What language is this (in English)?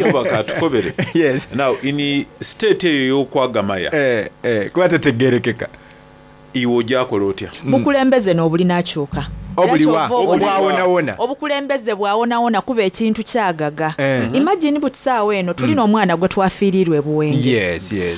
Soga